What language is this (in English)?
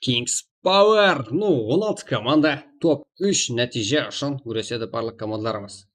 Kara-Kalpak